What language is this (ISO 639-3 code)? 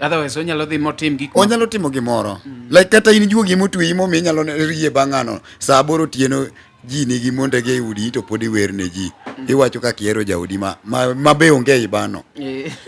luo